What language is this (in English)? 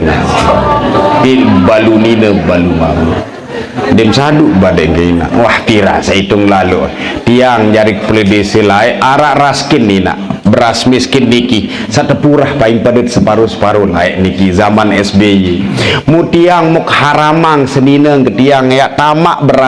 Sasak